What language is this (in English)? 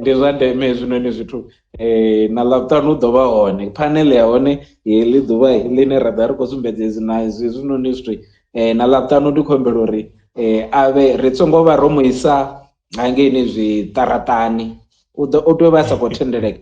Venda